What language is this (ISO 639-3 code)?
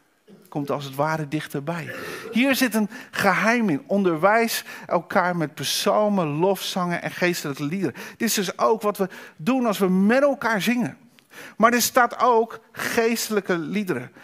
nld